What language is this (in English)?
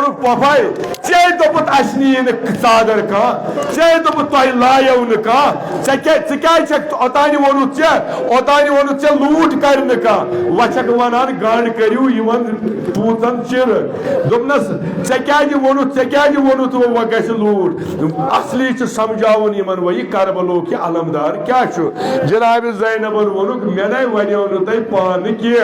Kashmiri